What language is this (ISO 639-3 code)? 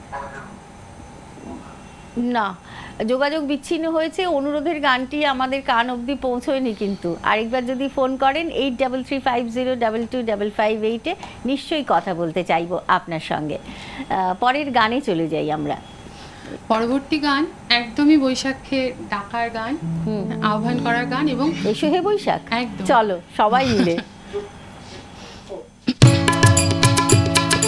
ben